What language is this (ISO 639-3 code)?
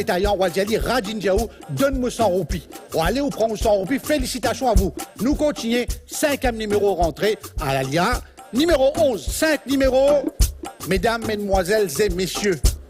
mfe